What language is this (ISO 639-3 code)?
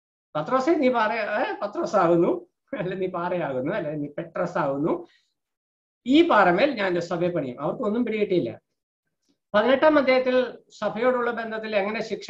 mal